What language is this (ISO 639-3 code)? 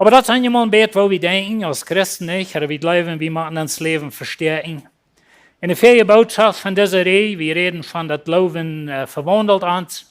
pdt